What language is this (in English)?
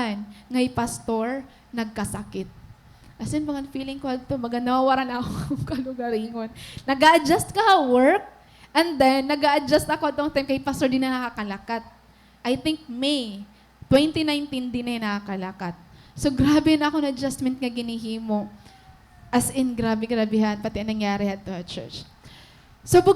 Waray